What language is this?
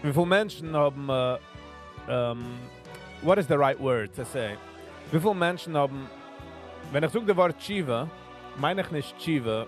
Yiddish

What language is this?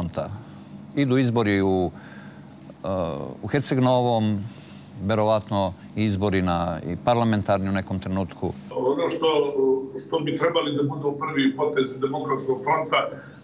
Serbian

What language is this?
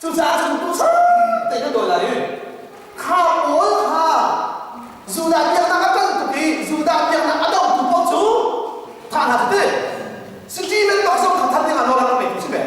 Hakha Chin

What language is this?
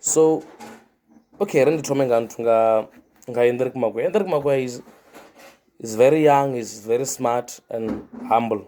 Venda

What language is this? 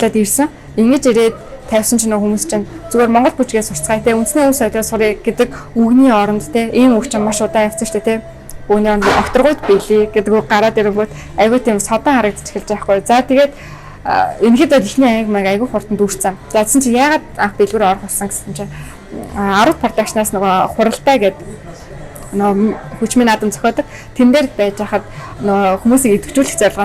Mongolian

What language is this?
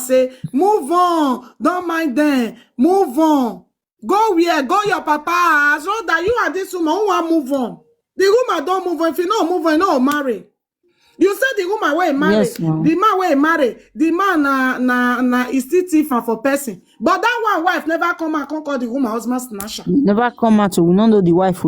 Nigerian Pidgin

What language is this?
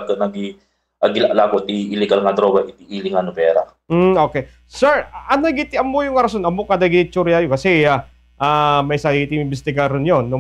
Iloko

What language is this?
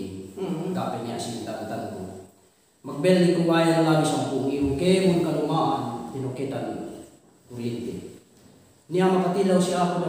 Yakan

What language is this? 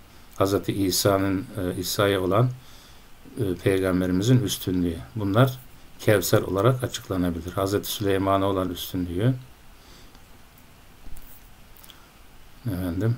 Turkish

